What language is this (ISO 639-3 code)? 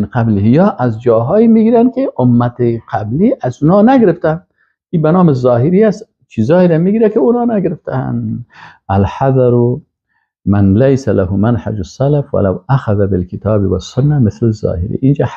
fas